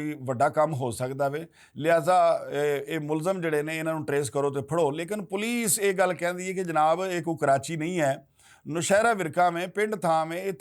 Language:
Western Panjabi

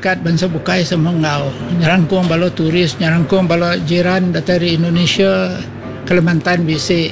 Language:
Iban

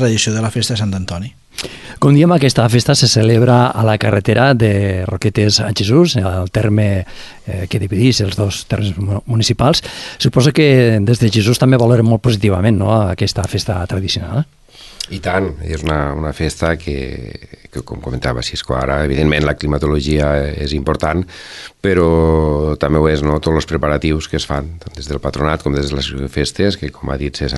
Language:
Catalan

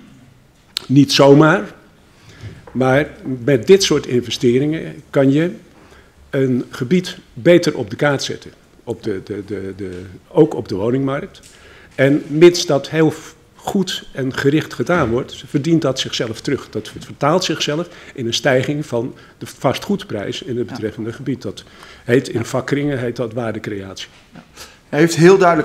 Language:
Dutch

